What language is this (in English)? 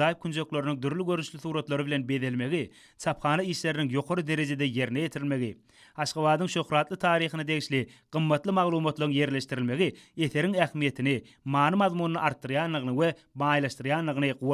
Turkmen